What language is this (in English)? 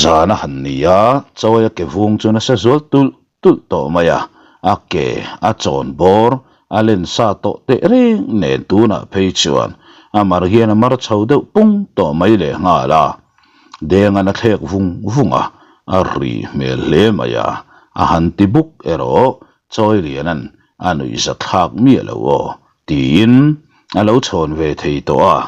Mizo